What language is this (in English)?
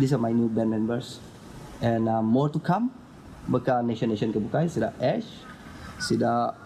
Iban